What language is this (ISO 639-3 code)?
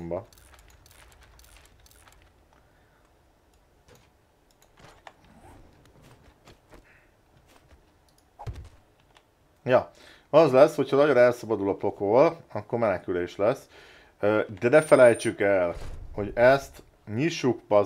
hun